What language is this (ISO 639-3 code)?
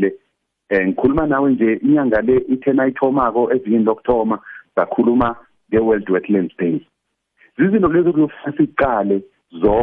nbl